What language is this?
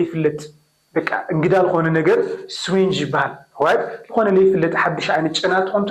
Tigrinya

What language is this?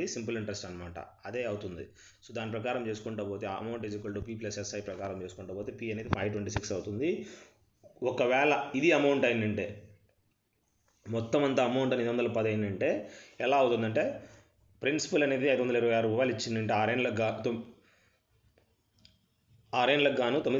Telugu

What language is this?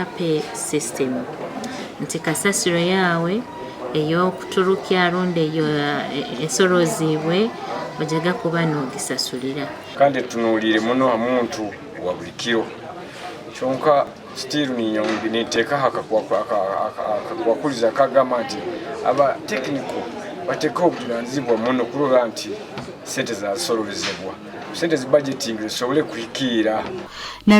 Nyankole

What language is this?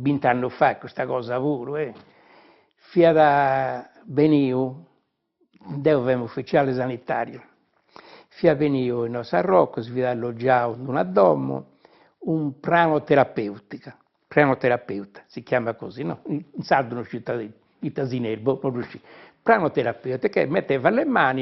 Sardinian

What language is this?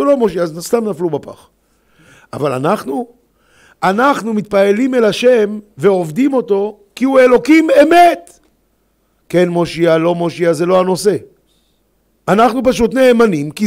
Hebrew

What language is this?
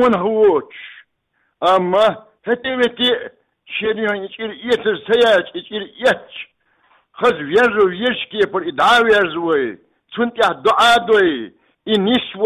Chechen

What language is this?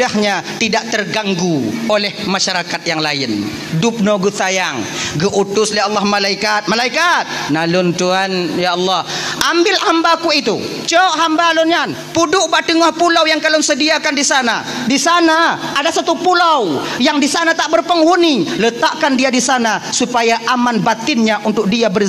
Achinese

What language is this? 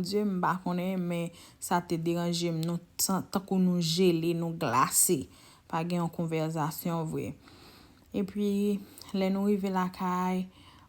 Haitian Creole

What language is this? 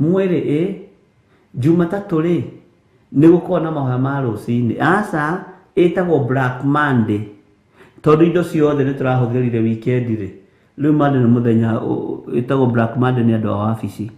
Kikuyu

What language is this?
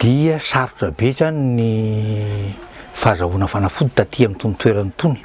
Malagasy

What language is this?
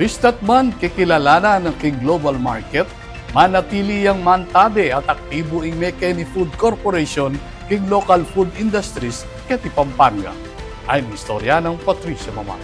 Pampanga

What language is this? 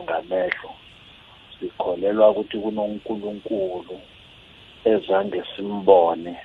South Ndebele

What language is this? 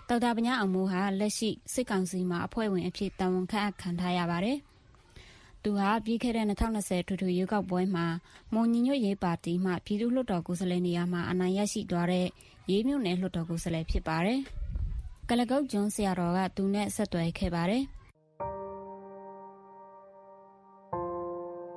Burmese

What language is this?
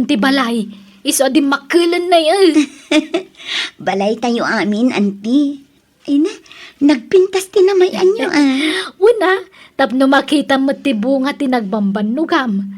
Iloko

